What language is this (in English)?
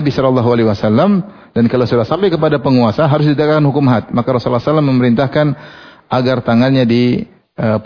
Indonesian